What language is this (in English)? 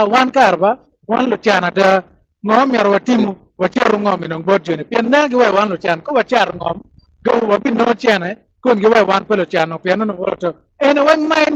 Acoli